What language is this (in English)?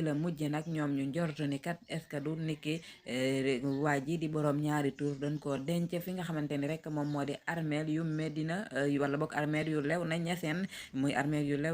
Wolof